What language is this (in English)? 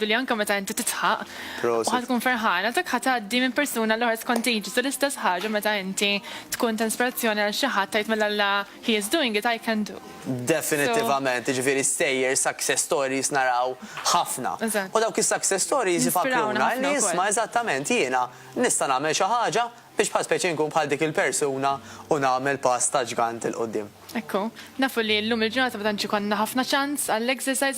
Maltese